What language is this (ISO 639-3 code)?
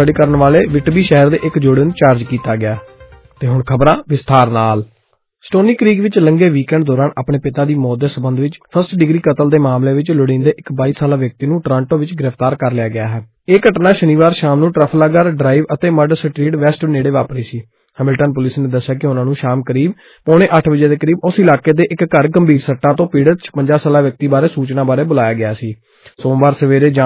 pan